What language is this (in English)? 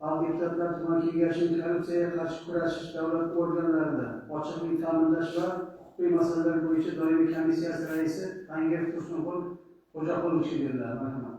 Uzbek